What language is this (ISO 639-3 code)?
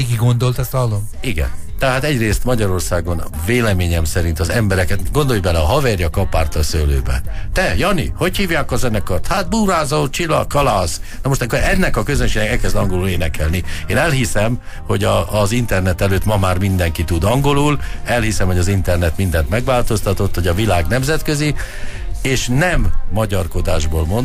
hun